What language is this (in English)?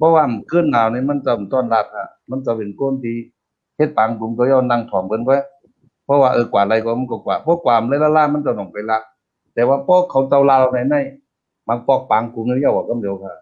Shan